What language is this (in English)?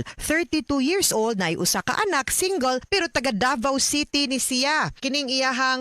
Cebuano